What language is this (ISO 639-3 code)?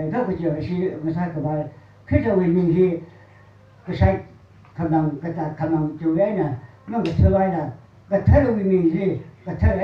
nmf